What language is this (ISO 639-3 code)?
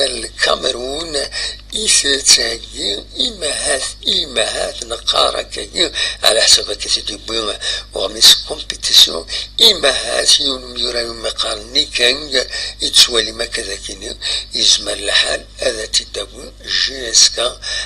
kab